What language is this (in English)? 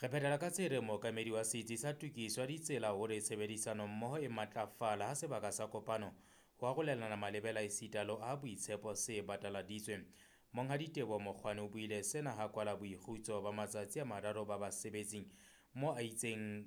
Southern Sotho